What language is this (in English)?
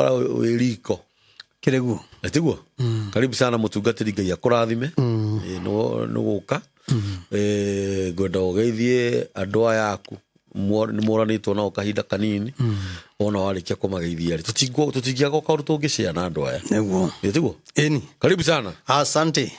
Kikuyu